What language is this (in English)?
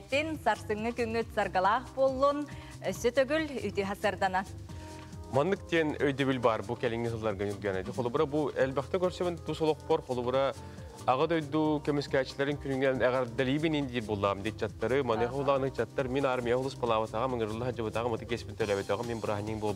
Yakut